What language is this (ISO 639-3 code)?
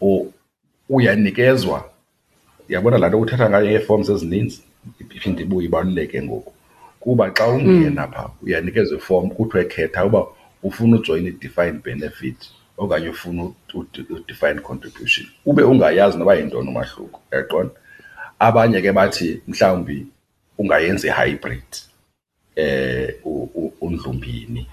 xho